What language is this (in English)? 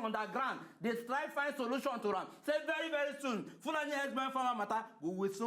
Nigerian Pidgin